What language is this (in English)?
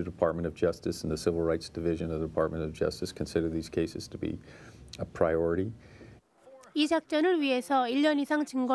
Korean